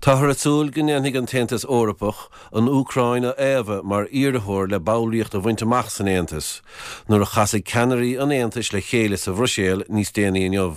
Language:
Irish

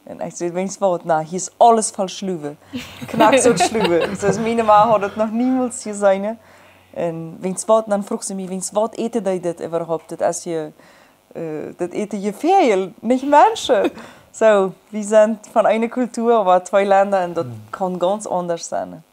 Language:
Plautdietsch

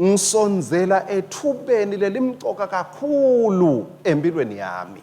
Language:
Swati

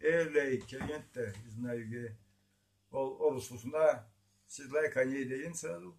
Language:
Karachay-Balkar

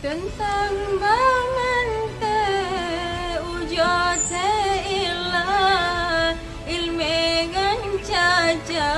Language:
Achinese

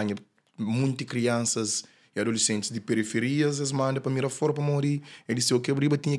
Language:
Kabuverdianu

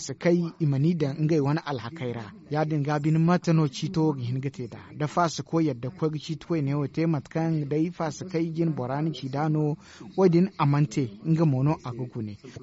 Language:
Zarma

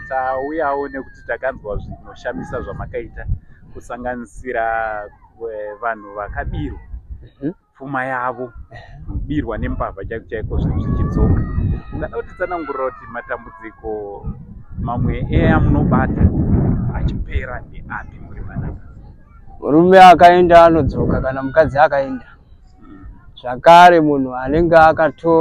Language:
Shona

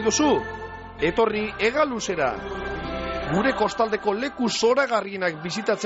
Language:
Basque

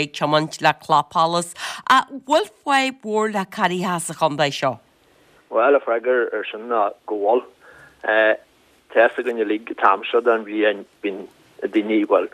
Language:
Irish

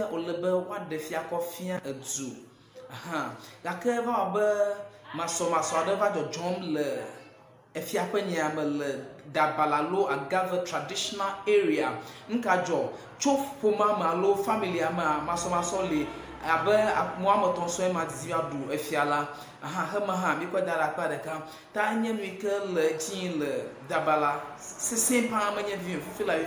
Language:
Ewe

